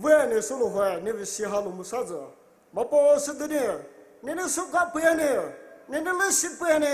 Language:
Poumei Naga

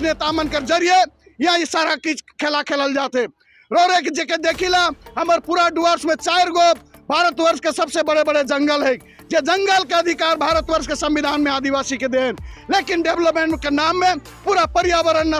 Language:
Sadri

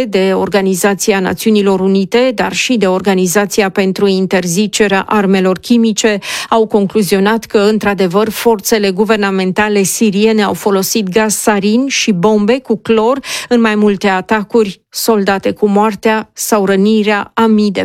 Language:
Romanian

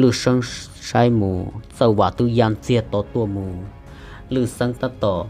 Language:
Hmong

